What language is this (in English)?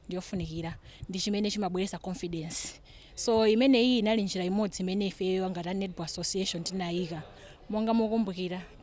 Nyanja